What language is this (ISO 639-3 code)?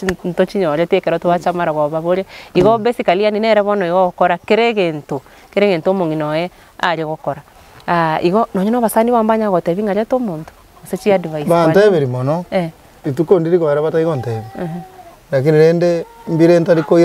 guz